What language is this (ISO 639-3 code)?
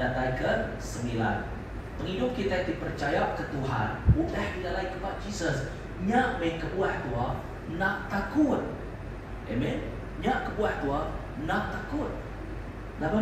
iba